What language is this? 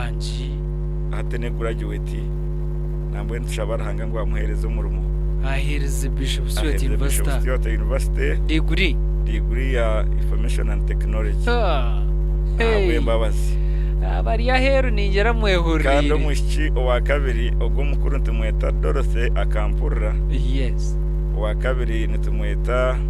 Nyankole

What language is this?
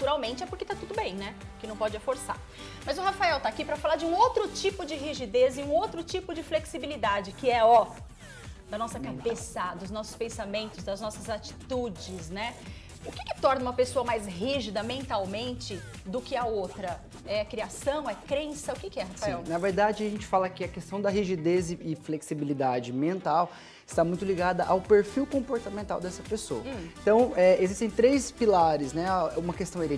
Portuguese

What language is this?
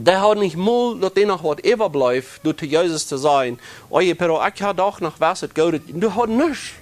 Plautdietsch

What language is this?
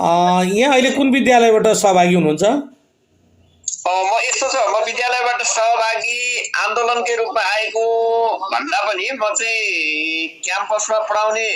Nepali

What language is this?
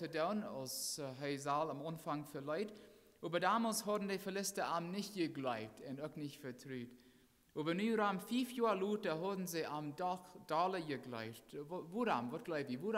Plautdietsch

